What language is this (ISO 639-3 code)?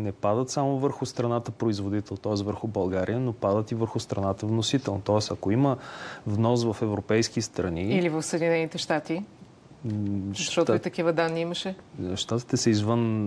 bul